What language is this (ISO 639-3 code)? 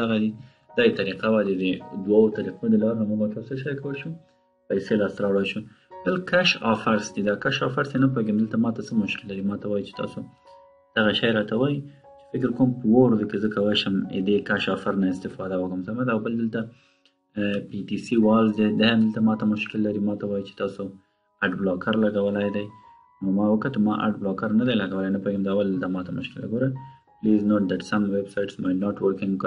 pus